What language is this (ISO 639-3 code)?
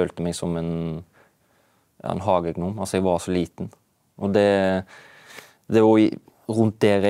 nor